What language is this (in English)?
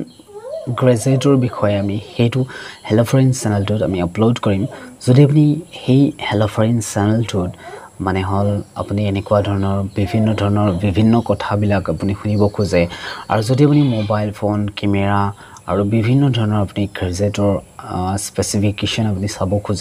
Assamese